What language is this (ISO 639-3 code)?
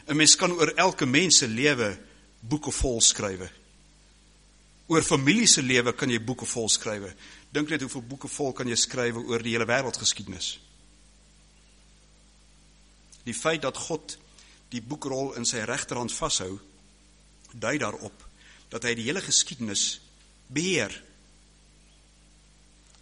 afr